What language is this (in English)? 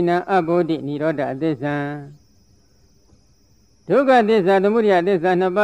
Burmese